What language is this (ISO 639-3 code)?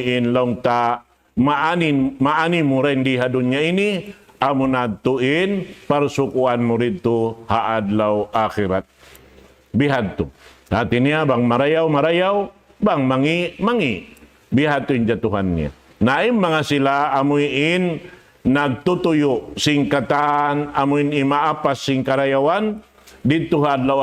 tsg